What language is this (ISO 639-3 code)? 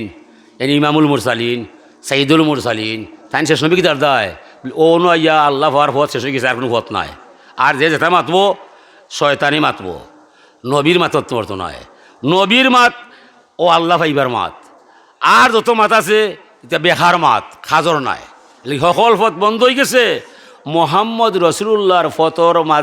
syl